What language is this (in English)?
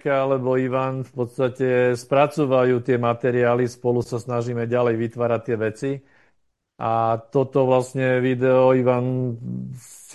Slovak